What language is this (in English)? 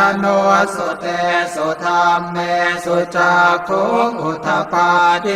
Pali